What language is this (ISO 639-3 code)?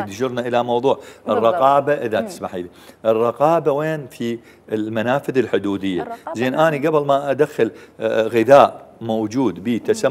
acm